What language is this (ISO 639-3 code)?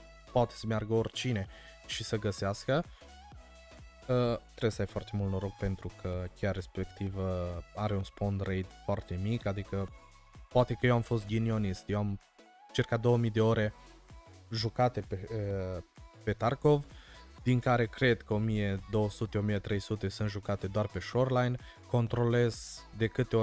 ron